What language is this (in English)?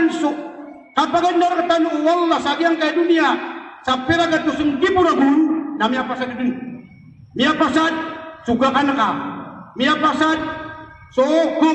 Maranao